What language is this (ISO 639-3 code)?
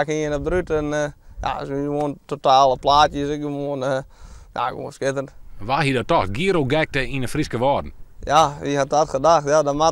fry